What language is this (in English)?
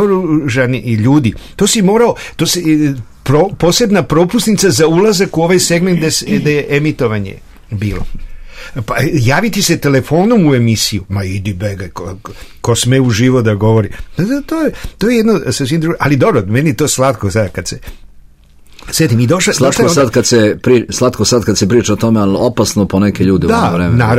Serbian